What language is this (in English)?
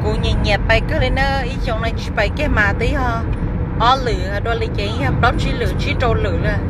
Hmong